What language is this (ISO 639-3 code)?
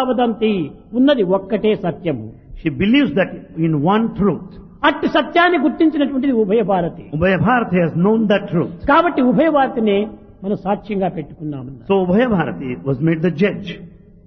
tel